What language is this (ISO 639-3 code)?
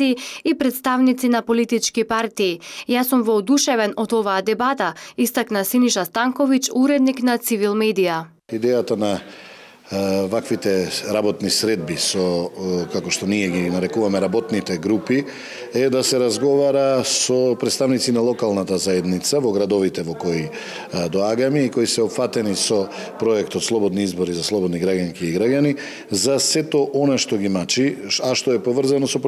mkd